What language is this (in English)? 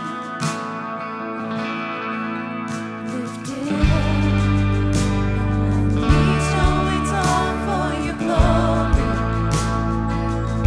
English